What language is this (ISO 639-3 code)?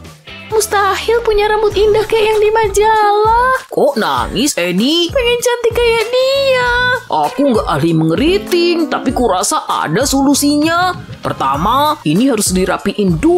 ind